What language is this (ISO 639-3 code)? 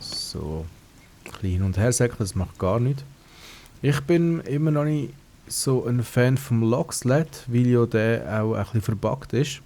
gsw